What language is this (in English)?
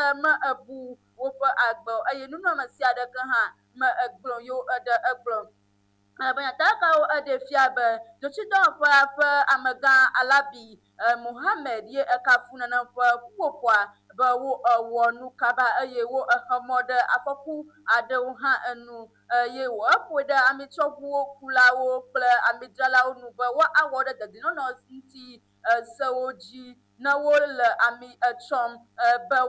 Ewe